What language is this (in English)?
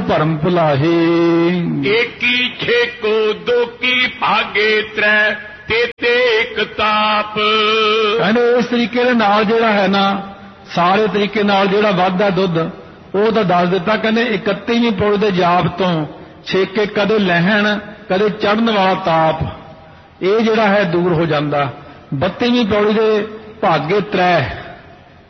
Punjabi